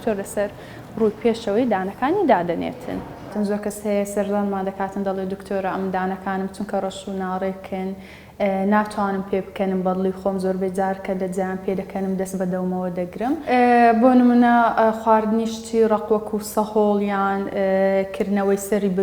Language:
Central Kurdish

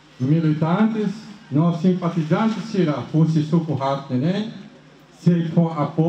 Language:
Tetum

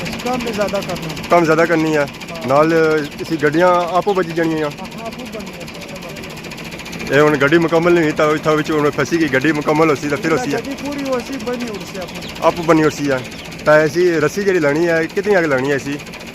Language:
Pahari-Potwari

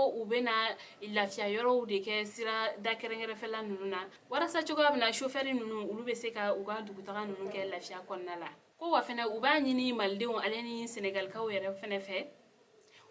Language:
Bambara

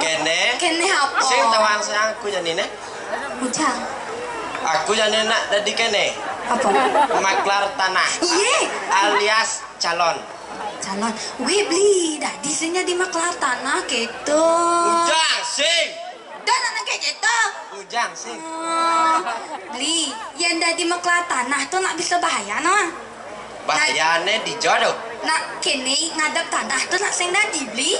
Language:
Balinese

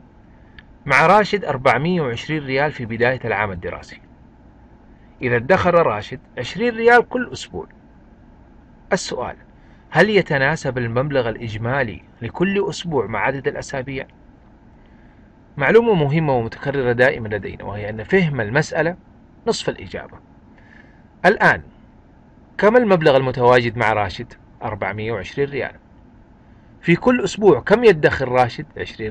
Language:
Arabic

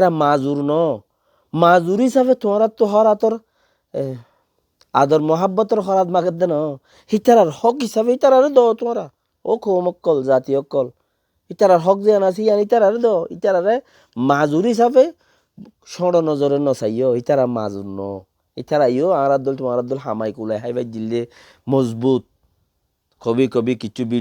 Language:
Rohingya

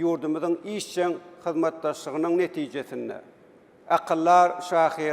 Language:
Turkmen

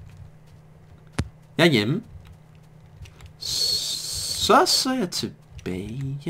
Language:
Danish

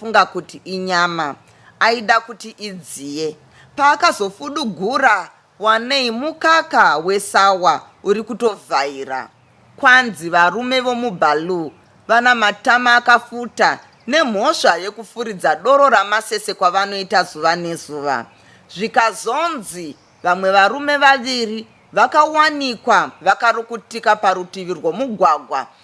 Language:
Shona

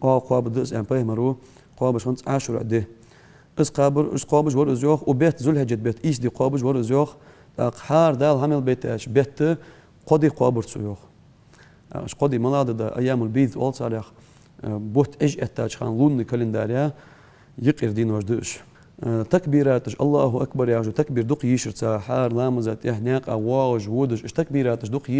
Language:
Ingush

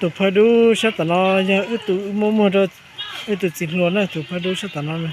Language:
Hmong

